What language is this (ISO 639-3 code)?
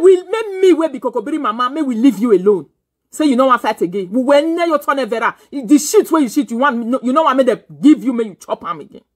pcm